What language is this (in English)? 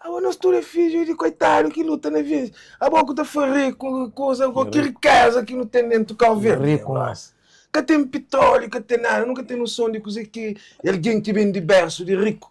Kabuverdianu